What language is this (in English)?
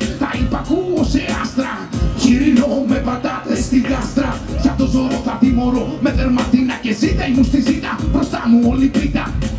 Greek